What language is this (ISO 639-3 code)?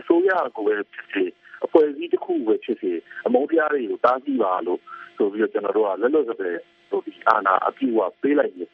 mya